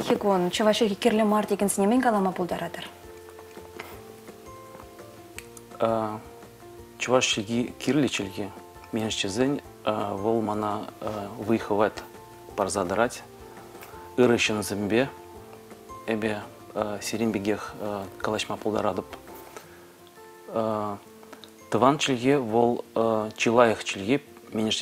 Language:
Chuvash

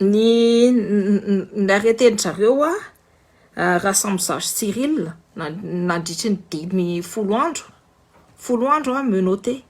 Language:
Malagasy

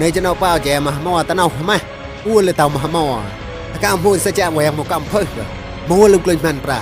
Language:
Mon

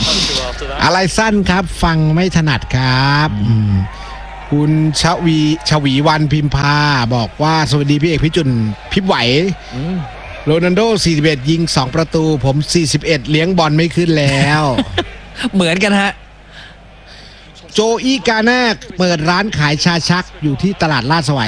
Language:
Thai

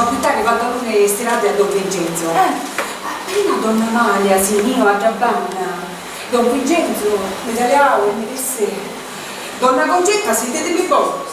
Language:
Sicilian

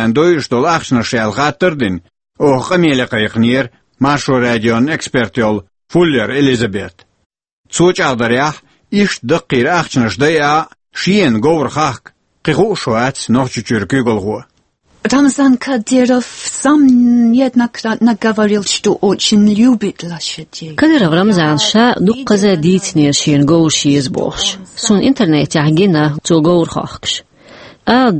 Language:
Chechen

